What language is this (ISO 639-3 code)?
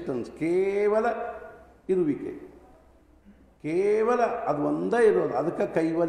kan